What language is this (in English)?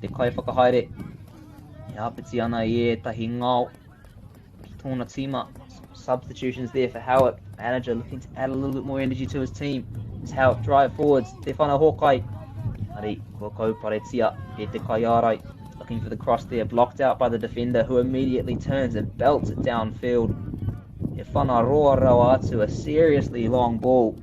Māori